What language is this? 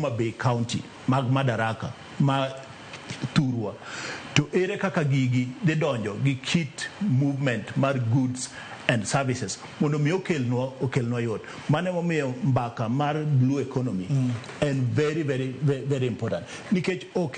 Luo (Kenya and Tanzania)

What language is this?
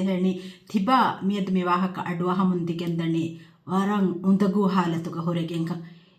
Divehi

